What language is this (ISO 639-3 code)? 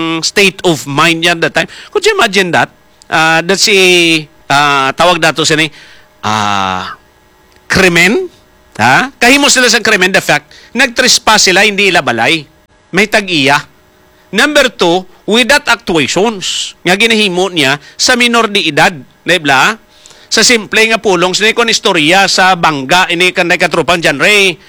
hil